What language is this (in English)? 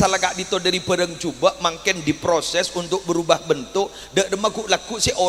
Madurese